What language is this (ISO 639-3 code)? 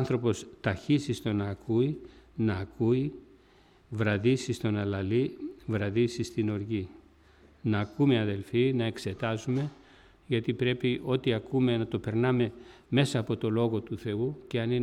ell